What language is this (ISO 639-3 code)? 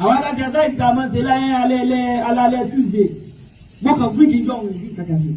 yor